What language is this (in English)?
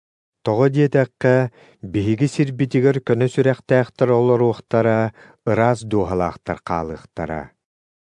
Yakut